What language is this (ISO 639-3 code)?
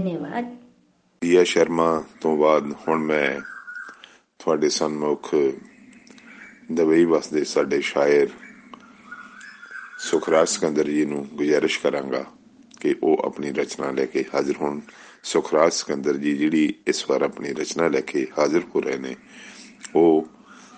pan